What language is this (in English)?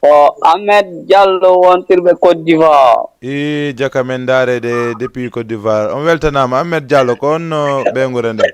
Fula